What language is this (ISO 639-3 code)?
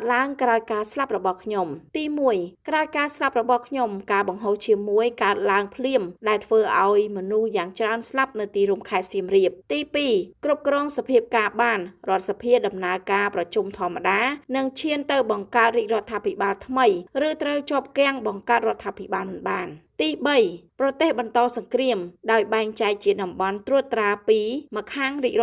khm